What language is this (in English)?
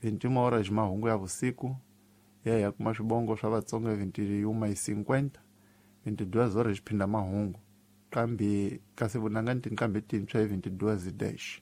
Tsonga